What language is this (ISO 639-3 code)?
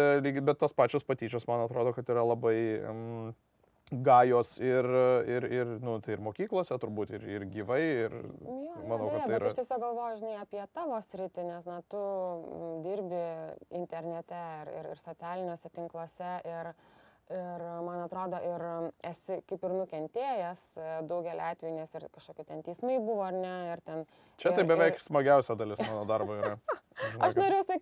lit